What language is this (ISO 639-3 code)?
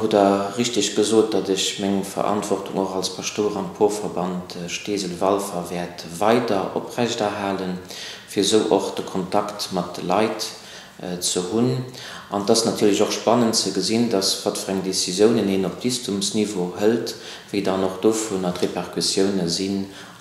ltz